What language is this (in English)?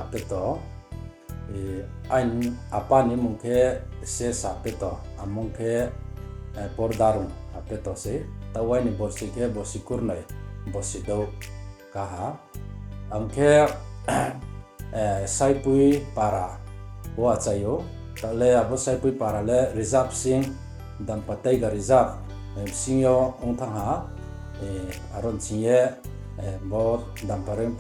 Riang (India)